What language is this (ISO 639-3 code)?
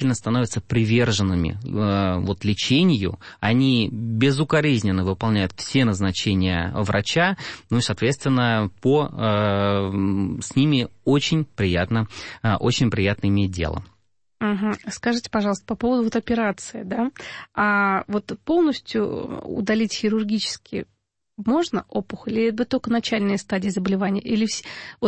rus